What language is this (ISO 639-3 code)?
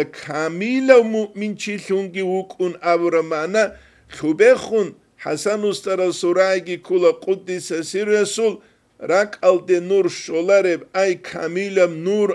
ava